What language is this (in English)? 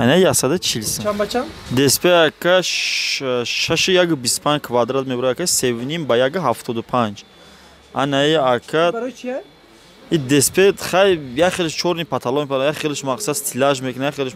Tajik